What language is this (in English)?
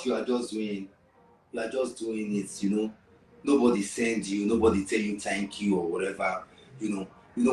Nigerian Pidgin